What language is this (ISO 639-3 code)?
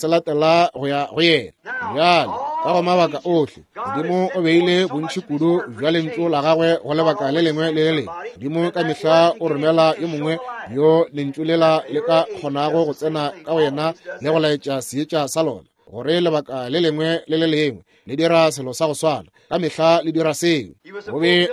nso